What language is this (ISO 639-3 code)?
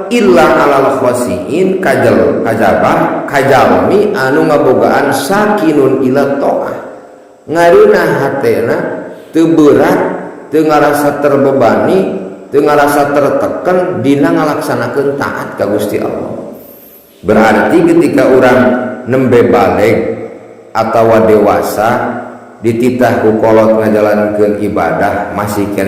sun